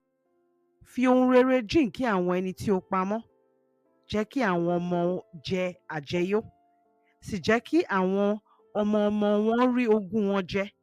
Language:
Yoruba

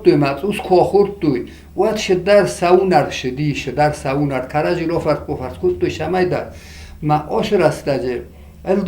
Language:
Ossetic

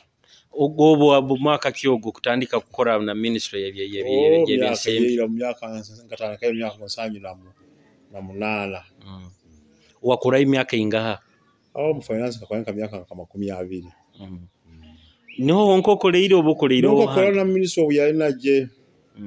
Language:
Nyoro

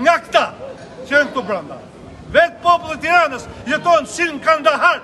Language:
Albanian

